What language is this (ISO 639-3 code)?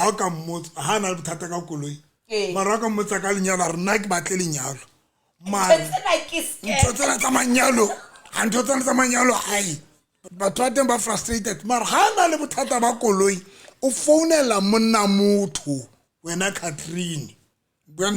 sot